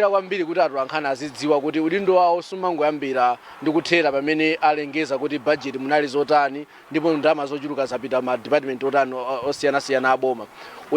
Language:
Nyanja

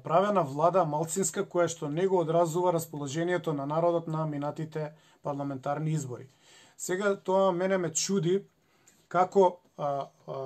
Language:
Macedonian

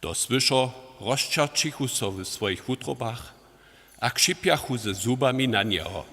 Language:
Upper Sorbian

